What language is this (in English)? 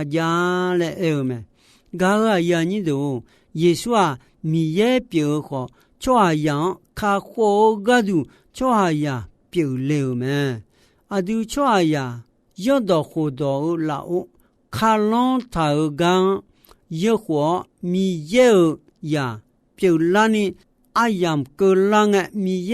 Akha